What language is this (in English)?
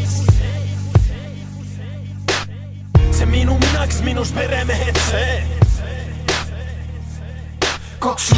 Estonian